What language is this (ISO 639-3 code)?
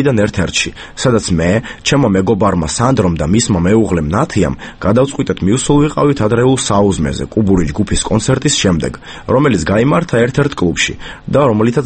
kat